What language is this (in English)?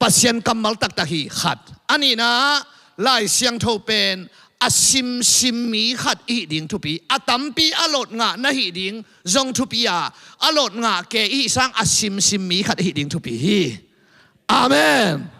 Tedim Chin